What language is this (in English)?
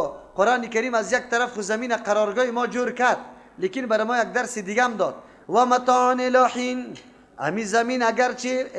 Persian